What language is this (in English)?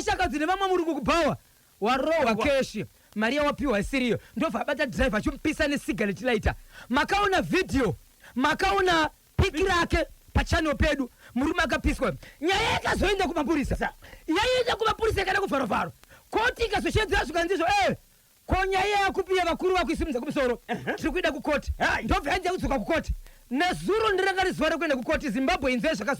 Shona